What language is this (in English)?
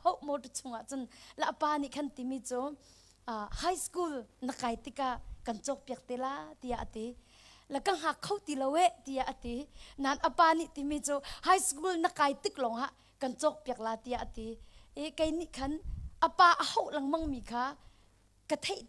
Hakha Chin